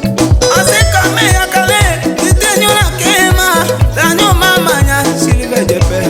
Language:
Tetela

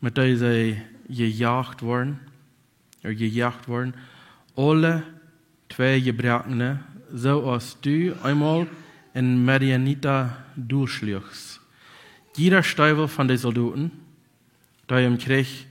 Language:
Plautdietsch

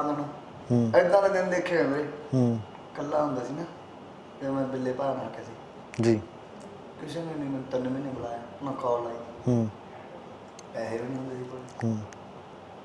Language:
Punjabi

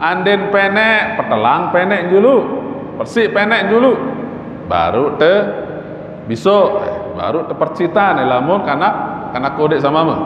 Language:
Sasak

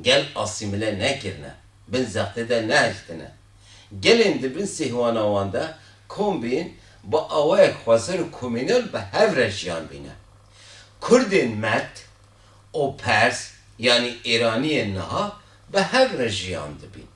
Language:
Kurdish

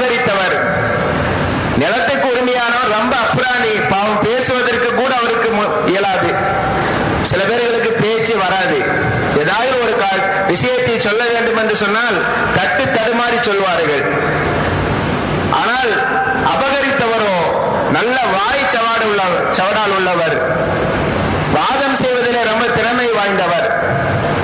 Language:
Tamil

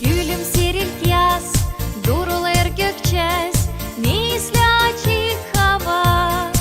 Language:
Gagauz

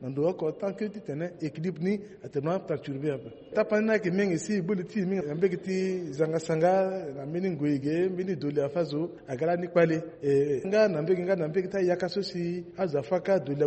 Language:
Sango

